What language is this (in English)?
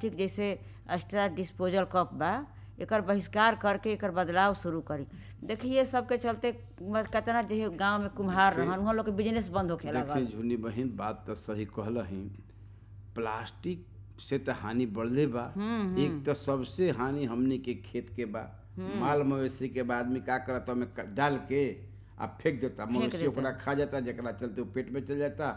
Bhojpuri